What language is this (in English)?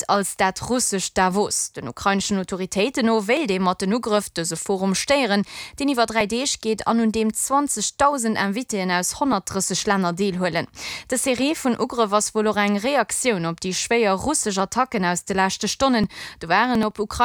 Luxembourgish